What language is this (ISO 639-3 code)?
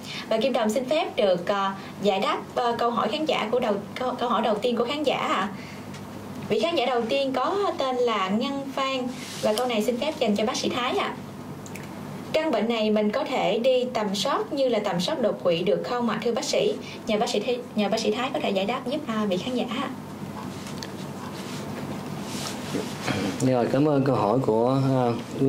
vie